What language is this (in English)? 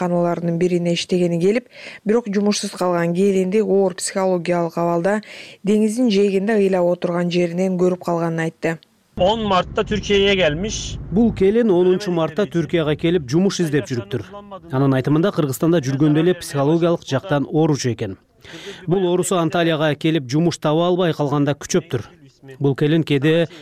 Kyrgyz